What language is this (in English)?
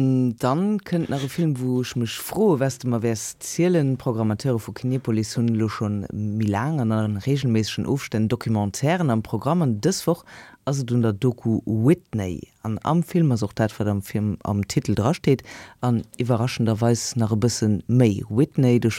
Luxembourgish